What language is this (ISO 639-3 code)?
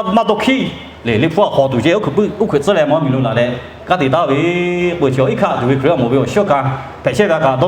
lhu